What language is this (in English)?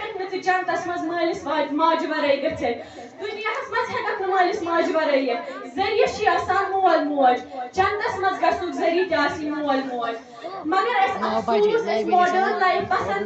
Kashmiri